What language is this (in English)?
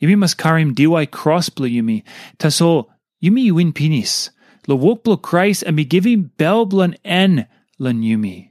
Tok Pisin